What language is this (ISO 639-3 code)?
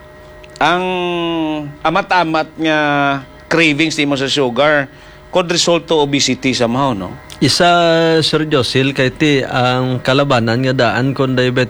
hil